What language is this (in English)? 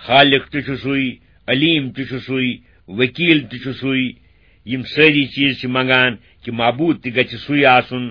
Kashmiri